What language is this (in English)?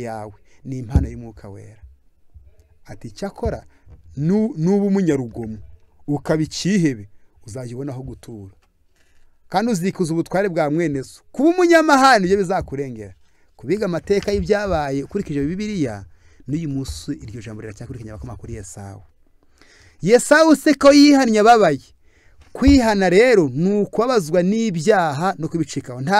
Kinyarwanda